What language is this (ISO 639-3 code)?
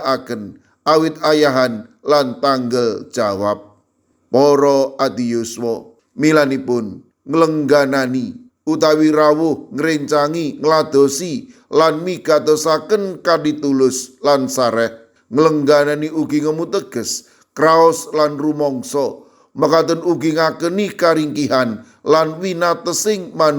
jav